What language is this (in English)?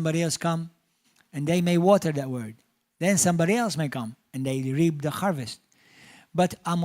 English